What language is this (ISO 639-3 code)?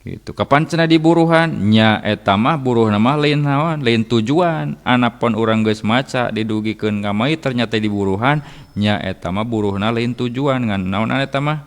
sun